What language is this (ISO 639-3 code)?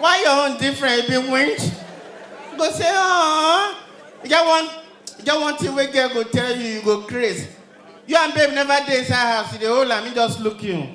pcm